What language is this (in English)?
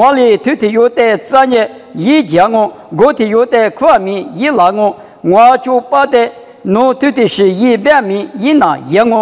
Lisu